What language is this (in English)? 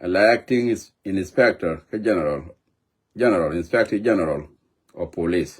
Nuer